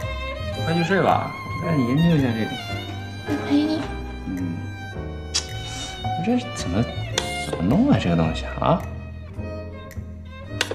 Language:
Chinese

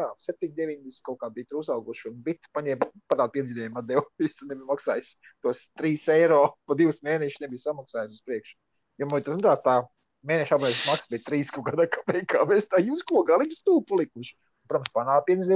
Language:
Latvian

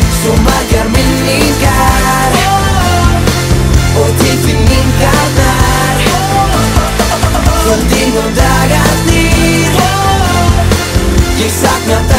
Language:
Icelandic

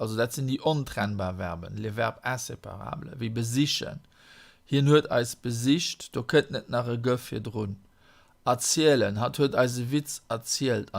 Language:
Luxembourgish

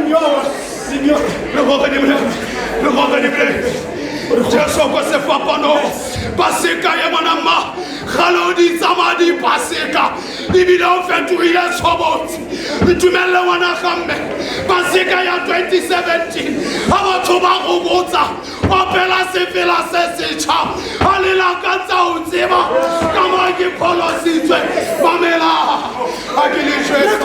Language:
Tswana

